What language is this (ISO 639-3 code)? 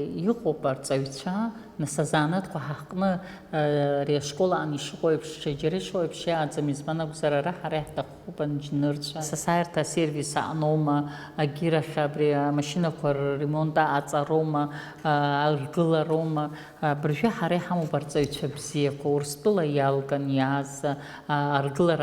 abk